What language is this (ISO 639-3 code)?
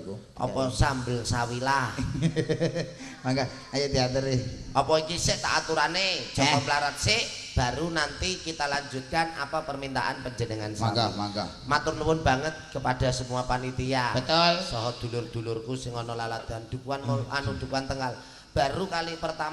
jav